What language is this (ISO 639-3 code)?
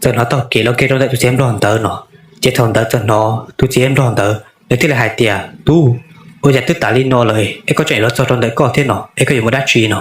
hmn